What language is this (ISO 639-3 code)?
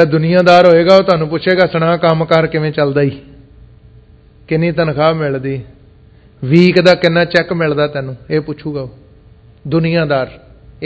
pan